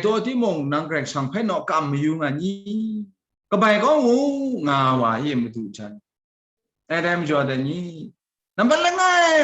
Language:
Kachin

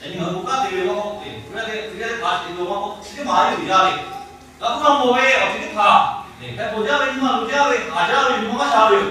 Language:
Lahu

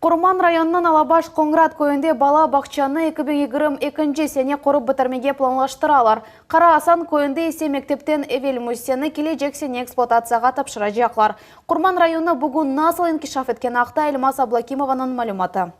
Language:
Crimean Tatar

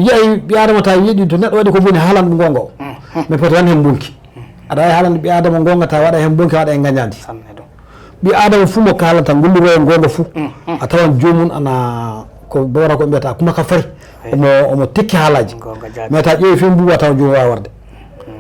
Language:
Fula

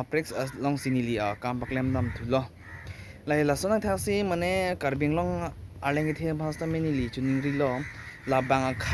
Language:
Karbi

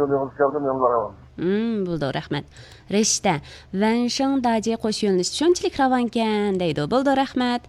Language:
Uyghur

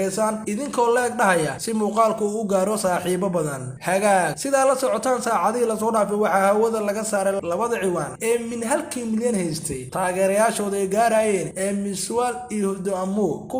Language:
Somali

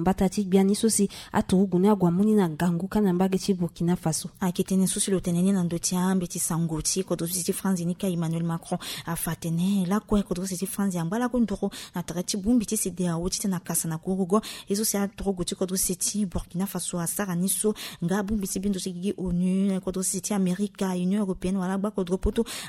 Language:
Sango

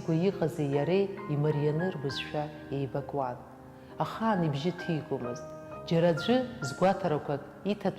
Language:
Abkhazian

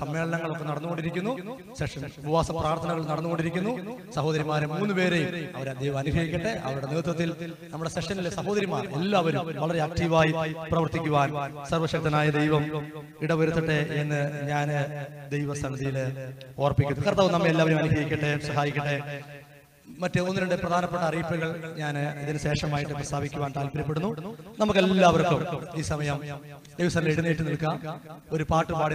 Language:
Malayalam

